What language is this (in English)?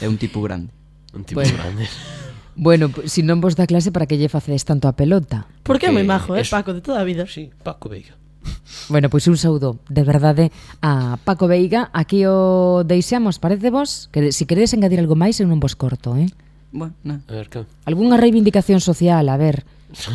Galician